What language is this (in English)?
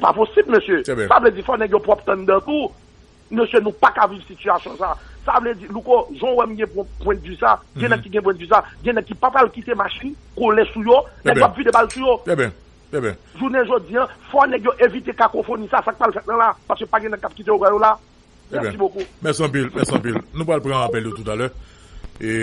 Haitian Creole